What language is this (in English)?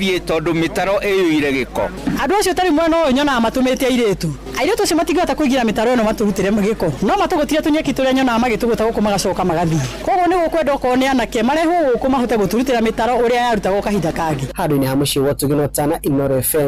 Kikuyu